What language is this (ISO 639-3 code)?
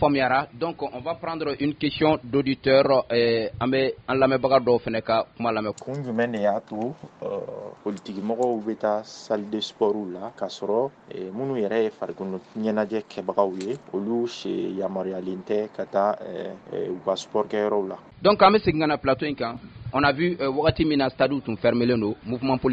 bam